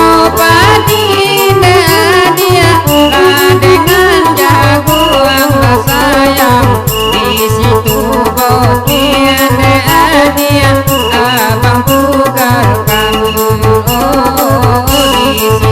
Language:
Minangkabau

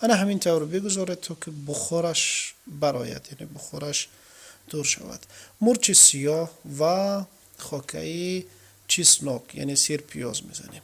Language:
Tajik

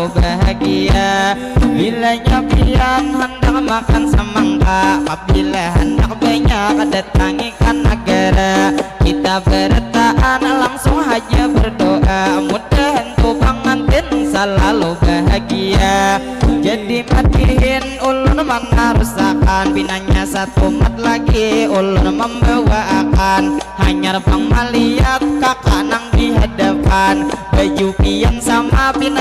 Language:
Banjar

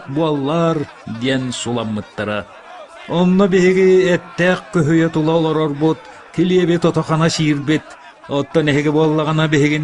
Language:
Yakut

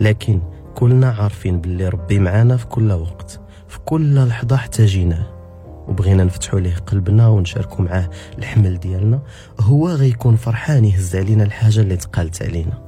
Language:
Moroccan Arabic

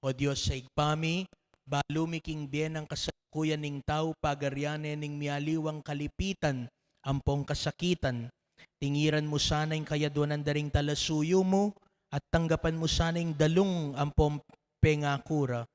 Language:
Pampanga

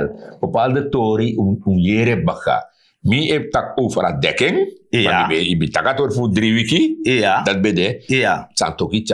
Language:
Sranan Tongo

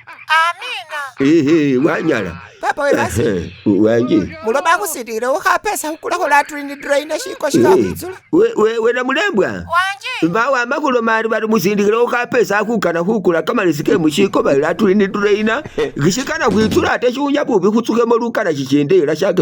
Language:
Masaaba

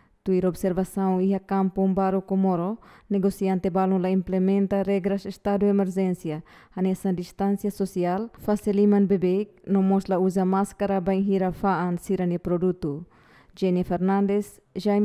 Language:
Tetum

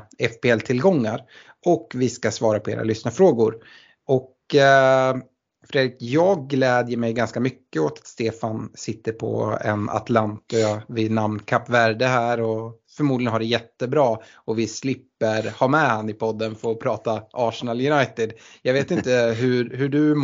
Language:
Swedish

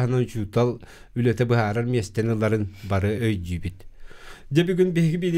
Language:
Yakut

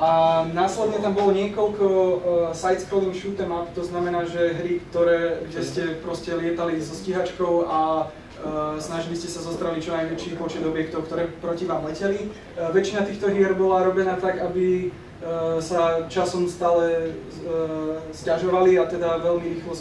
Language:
Slovak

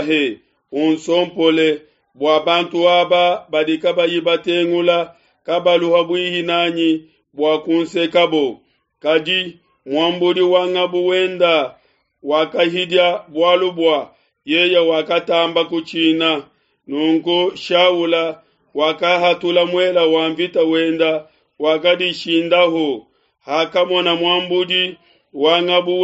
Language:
Luba-Lulua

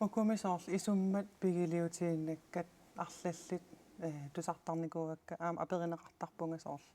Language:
Kalaallisut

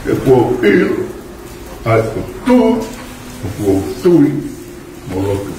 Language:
Tongan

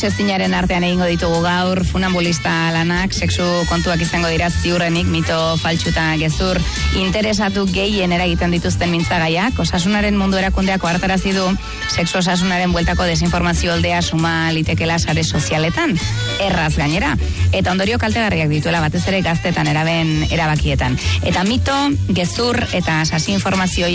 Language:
Basque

